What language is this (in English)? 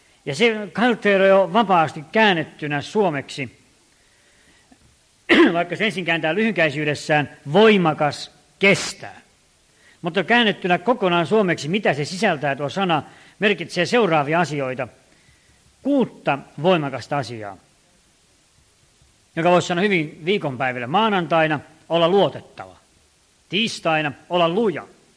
Finnish